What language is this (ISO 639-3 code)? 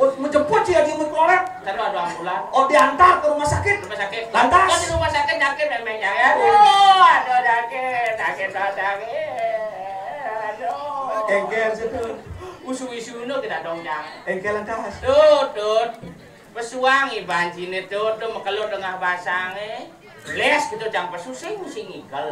ban